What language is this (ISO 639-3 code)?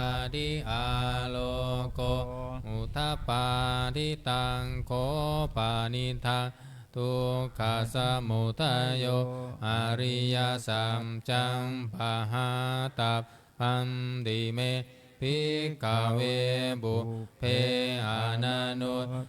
pli